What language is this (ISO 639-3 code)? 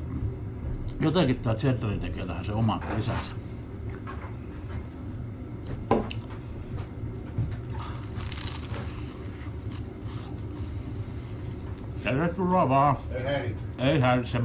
fin